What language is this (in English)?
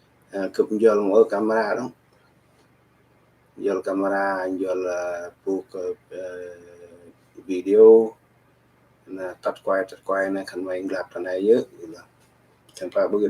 Central Mnong